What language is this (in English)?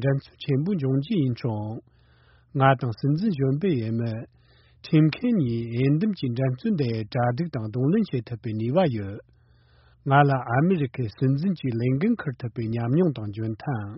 Tibetan